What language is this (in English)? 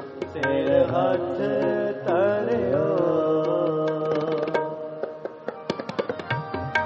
Punjabi